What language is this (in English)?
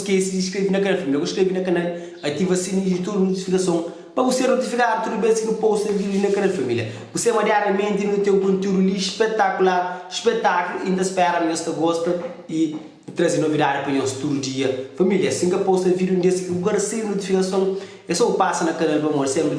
Kabuverdianu